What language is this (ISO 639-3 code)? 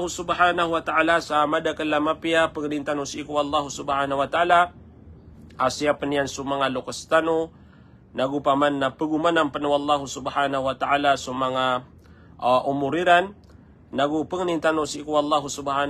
mrw